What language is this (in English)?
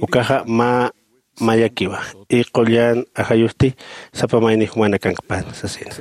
Aymara